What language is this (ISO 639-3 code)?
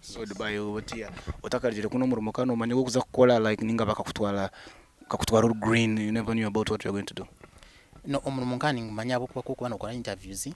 nyn